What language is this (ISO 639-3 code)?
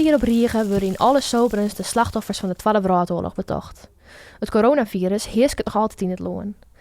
fry